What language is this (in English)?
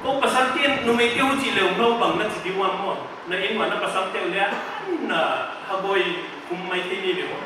Paite Chin